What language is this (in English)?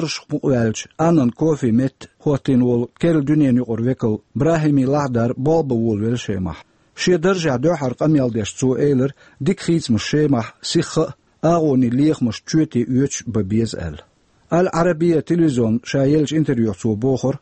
Chechen